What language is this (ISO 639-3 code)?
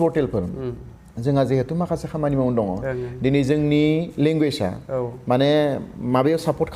brx